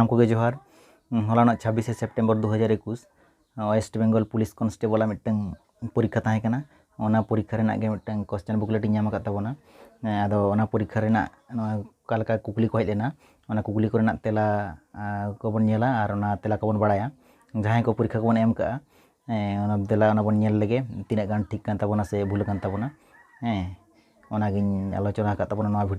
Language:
Santali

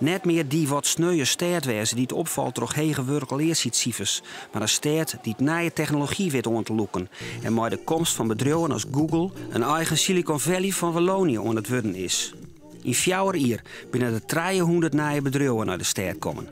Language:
Western Frisian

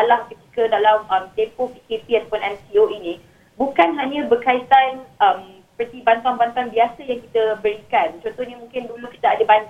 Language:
Malay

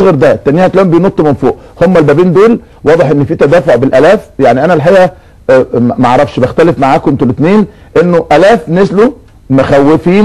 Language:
Egyptian Arabic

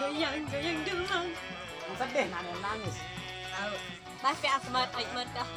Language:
Sasak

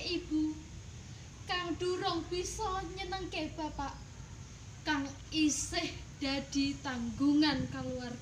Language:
Javanese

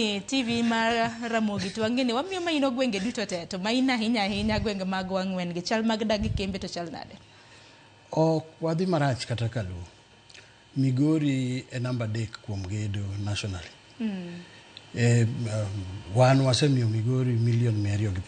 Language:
Luo (Kenya and Tanzania)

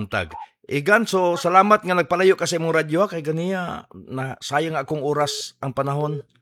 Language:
Cebuano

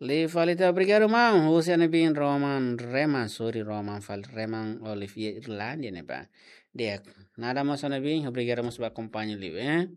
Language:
Tetum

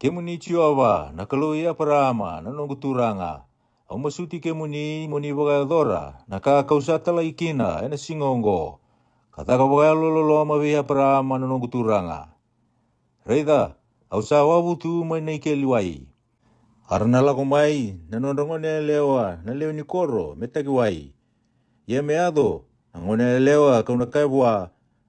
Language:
Fijian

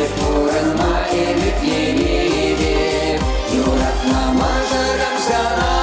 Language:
Chuvash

